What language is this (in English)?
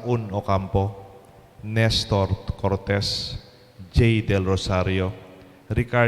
Pampanga